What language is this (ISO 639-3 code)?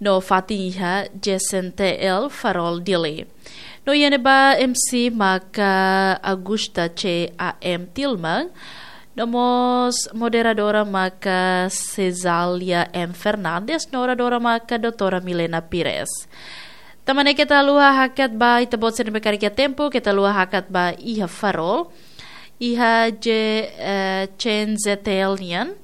tet